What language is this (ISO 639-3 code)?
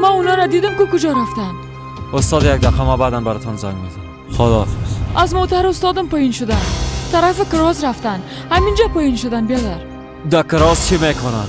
fas